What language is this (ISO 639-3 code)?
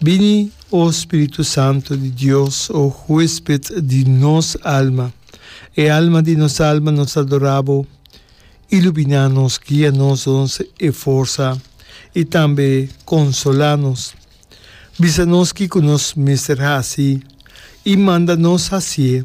pap